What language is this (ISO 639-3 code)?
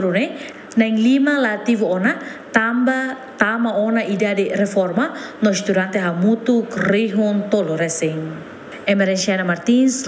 tet